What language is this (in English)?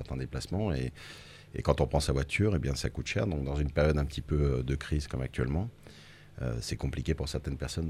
French